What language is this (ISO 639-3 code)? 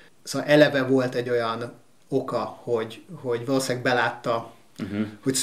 hun